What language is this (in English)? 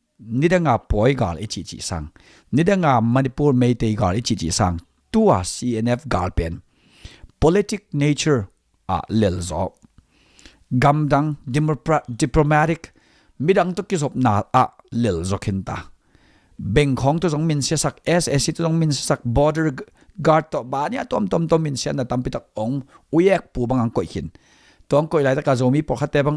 Tedim Chin